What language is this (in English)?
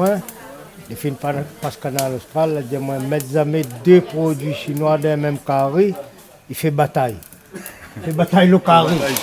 Réunion Creole French